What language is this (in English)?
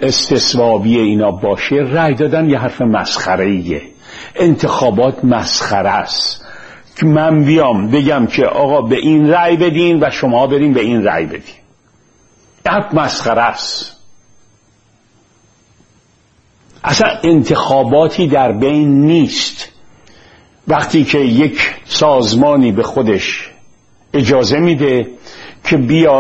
Persian